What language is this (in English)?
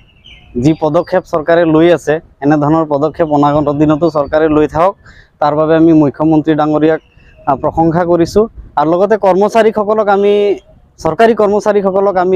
Assamese